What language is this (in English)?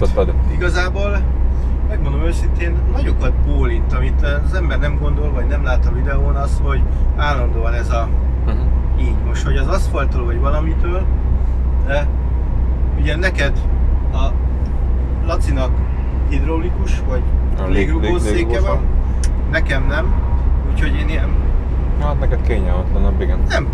Hungarian